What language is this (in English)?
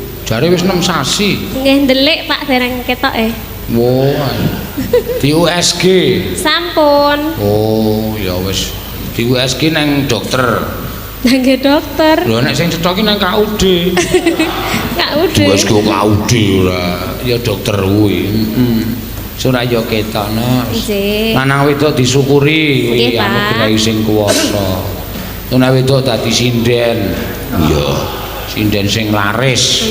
Javanese